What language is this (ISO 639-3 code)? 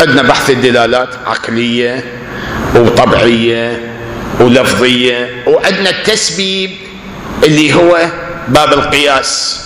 acm